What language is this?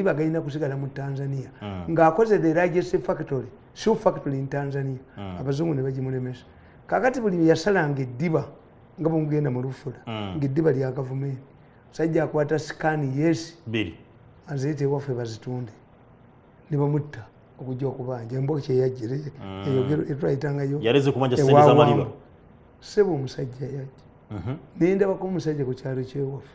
Ganda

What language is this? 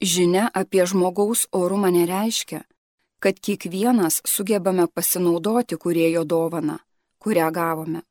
Lithuanian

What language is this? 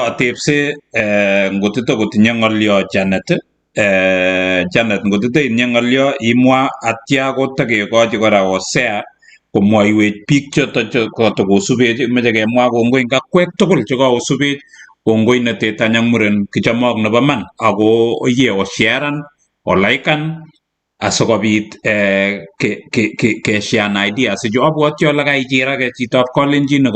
Kalenjin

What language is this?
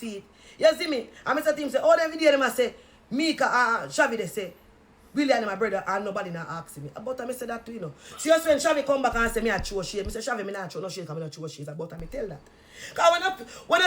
Jamaican Creole English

